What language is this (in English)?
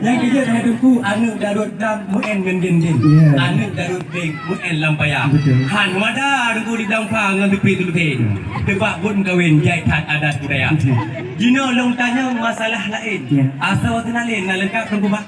Achinese